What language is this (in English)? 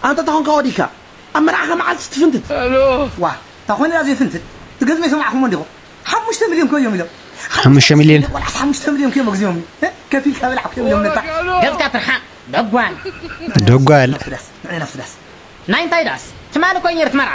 Tigrinya